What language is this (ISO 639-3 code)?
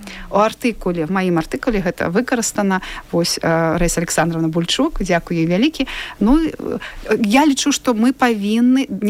bel